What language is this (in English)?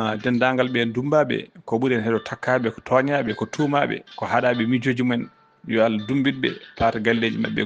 Fula